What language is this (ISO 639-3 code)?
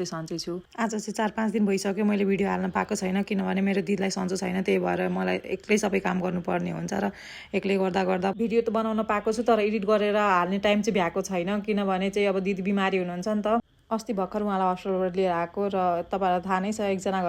nep